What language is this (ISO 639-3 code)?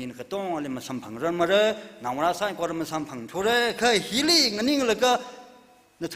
nmf